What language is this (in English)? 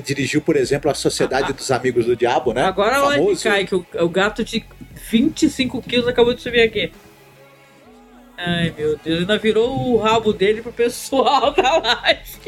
Portuguese